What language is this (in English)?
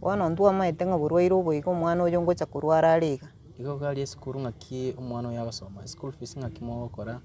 Gusii